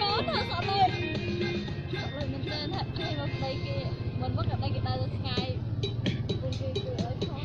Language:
Vietnamese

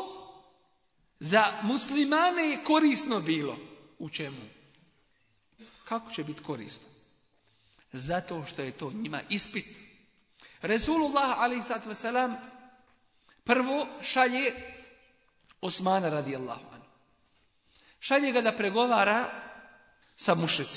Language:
Bosnian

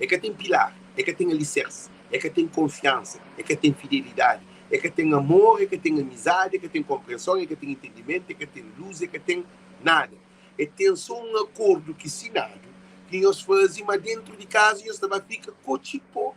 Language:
Kabuverdianu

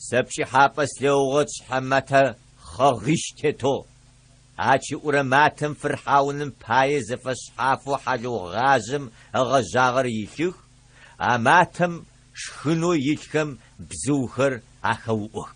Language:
Adyghe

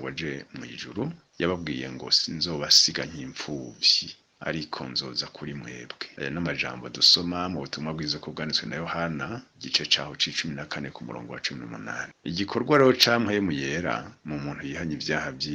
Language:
Rundi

